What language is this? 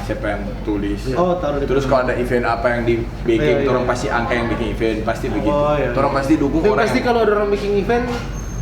Manado Malay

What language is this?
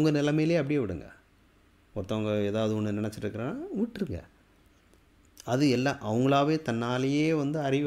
Tamil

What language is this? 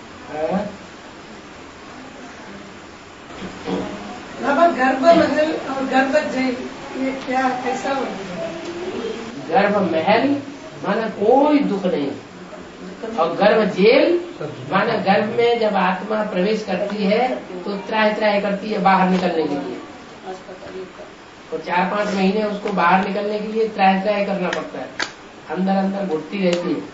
Hindi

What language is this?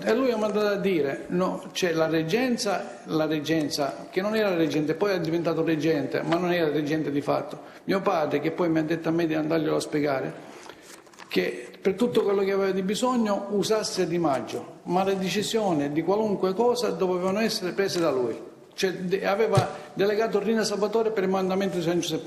Italian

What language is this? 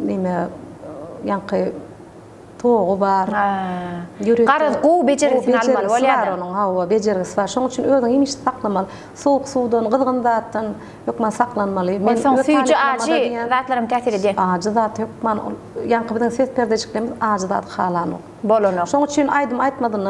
Turkmen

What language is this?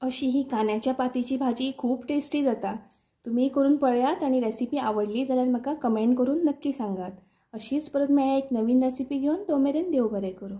Konkani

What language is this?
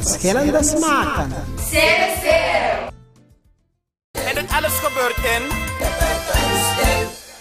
Dutch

